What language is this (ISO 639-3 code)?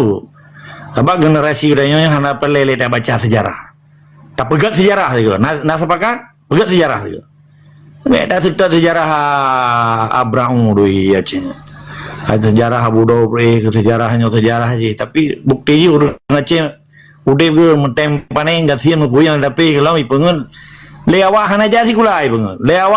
ace